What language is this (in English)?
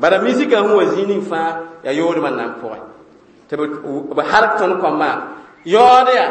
Mossi